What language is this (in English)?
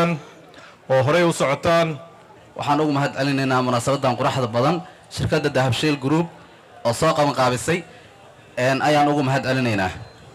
Somali